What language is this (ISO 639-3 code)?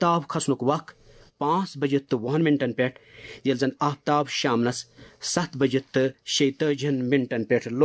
kas